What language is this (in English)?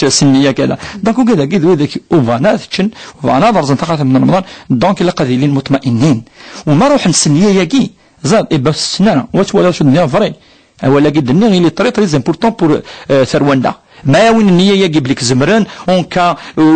Kabyle